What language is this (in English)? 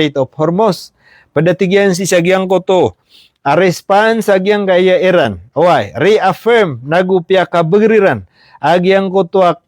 Maranao